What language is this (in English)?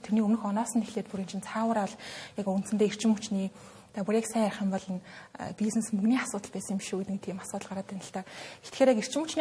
Mongolian